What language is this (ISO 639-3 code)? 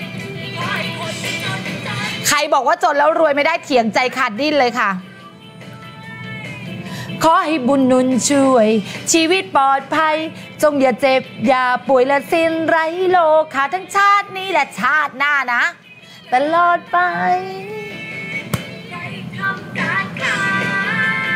tha